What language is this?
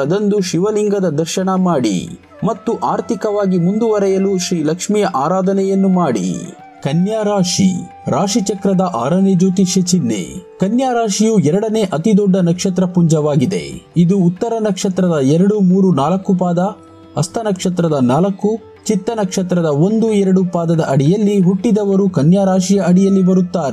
Kannada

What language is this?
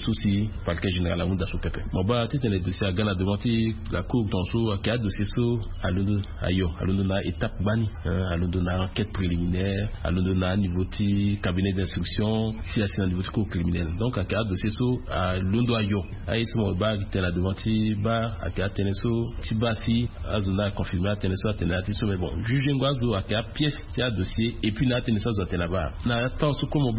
Sango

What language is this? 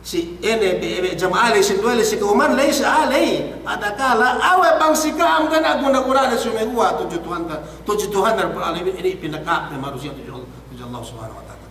Yakan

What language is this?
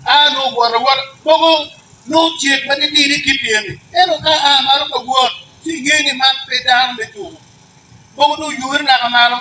Acoli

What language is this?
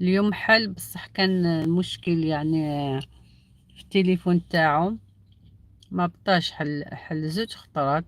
Algerian Arabic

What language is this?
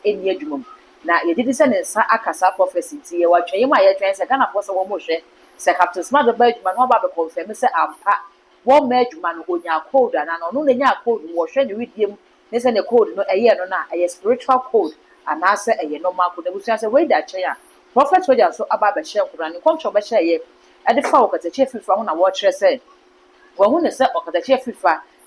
Akan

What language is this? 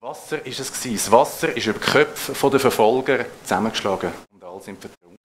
Swiss German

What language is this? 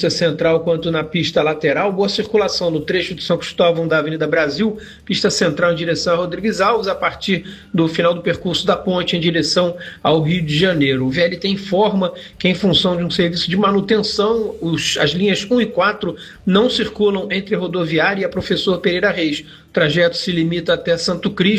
Portuguese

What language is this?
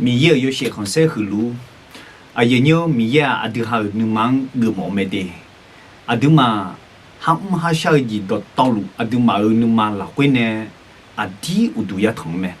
Akha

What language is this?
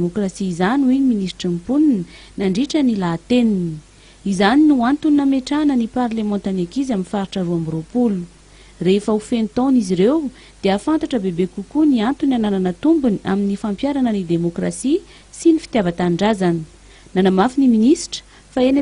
Malagasy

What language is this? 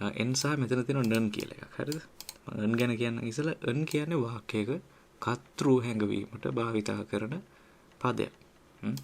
Sinhala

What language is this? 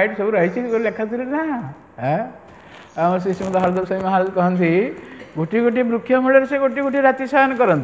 Odia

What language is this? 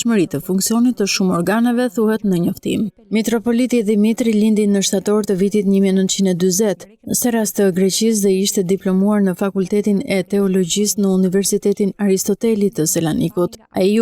Albanian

